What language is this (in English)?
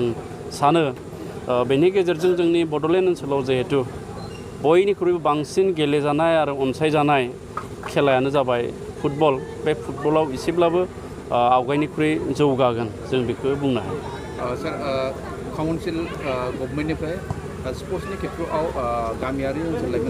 Bodo